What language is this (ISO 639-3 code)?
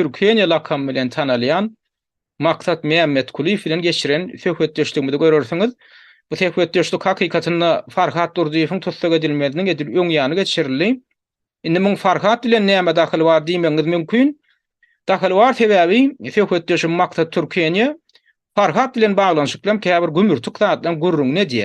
tuk